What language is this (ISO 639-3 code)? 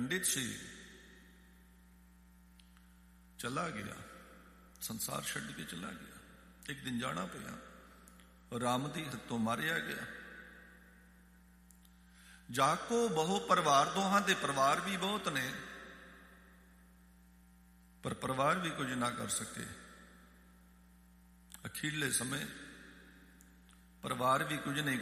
pan